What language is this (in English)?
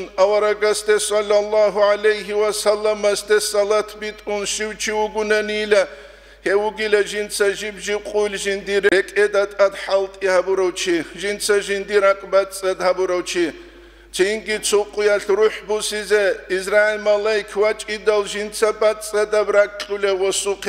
Avaric